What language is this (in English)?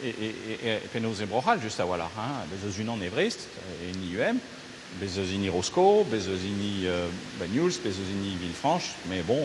Breton